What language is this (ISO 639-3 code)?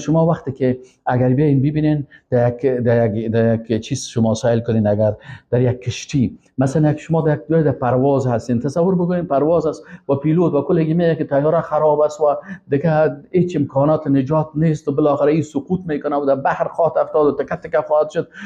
fas